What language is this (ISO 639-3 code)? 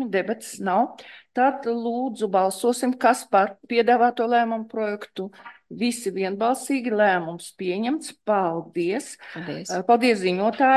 lav